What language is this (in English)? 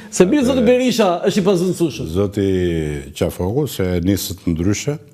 Albanian